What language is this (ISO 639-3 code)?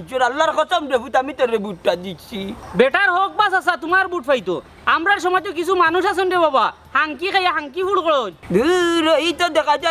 syl